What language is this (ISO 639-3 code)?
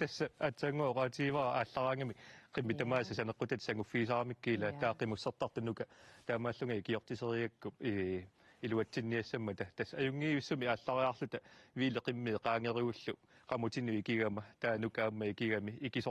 kal